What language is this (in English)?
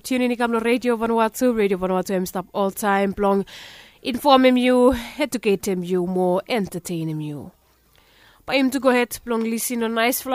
Bislama